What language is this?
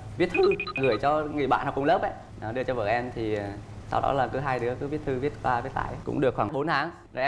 Vietnamese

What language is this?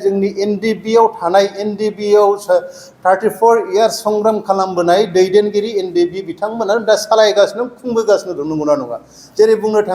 Bodo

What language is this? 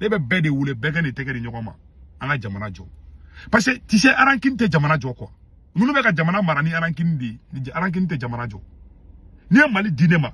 Bambara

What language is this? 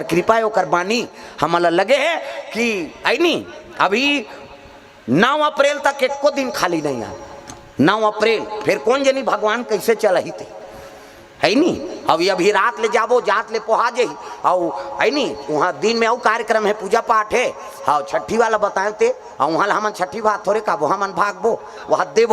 Chhattisgarhi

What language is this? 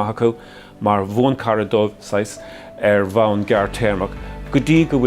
Irish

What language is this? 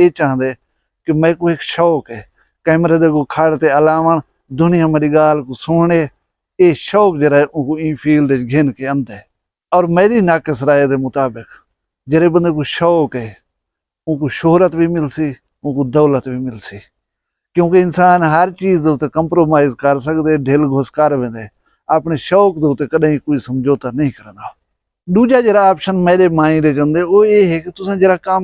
Saraiki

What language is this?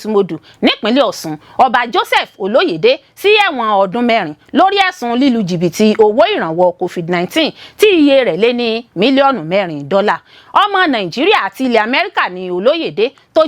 Yoruba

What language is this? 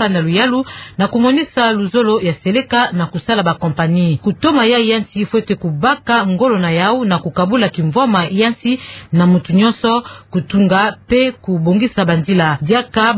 Kituba (Democratic Republic of Congo)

